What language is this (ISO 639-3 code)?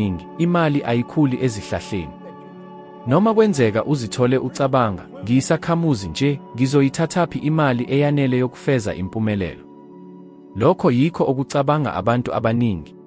zul